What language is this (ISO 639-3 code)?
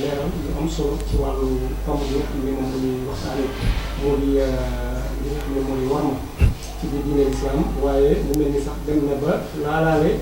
wol